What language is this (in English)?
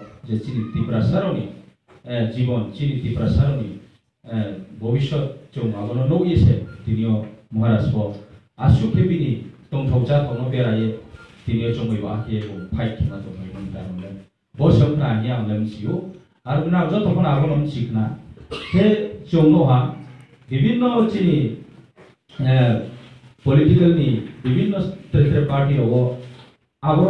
Riang (India)